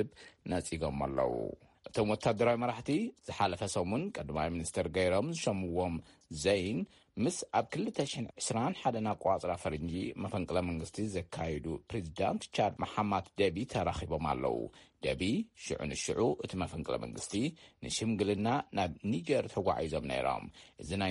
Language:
Tigrinya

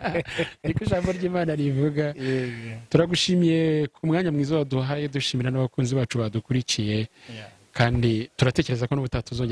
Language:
Kinyarwanda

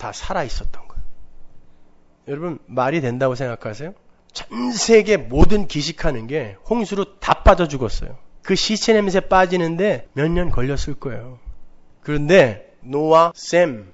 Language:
Korean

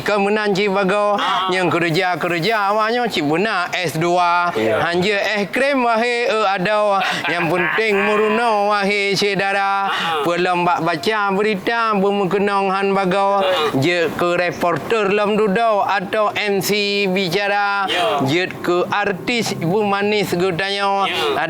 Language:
Achinese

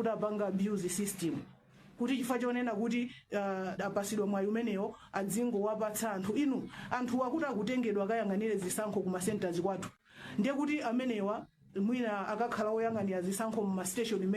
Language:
Nyanja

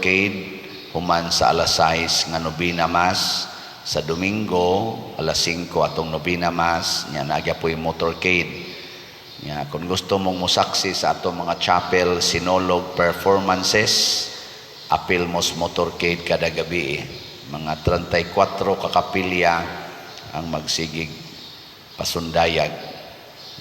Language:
Cebuano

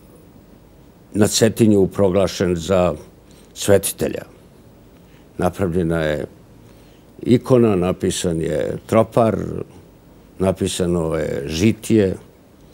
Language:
Serbian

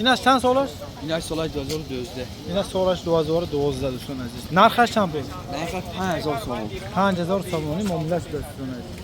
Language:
Tajik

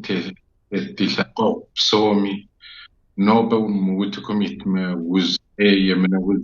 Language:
Kabardian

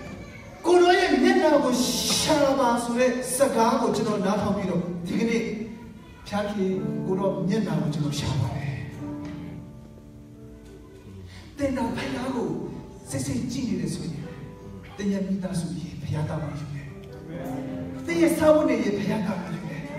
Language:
Burmese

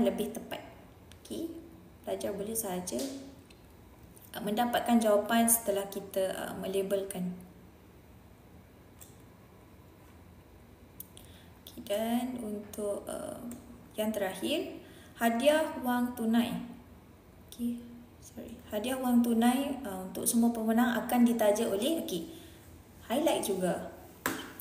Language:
Malay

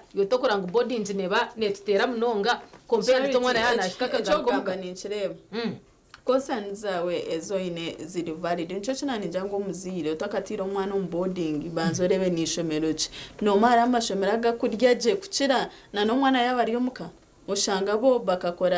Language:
Nyankole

